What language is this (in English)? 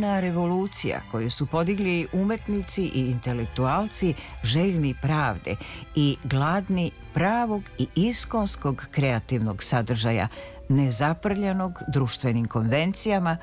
Serbian